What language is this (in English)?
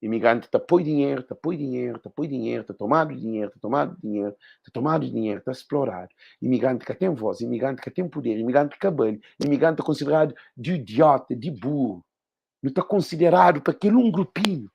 Kabuverdianu